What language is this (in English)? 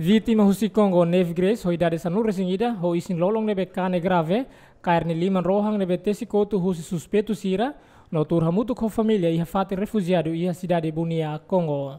Tetum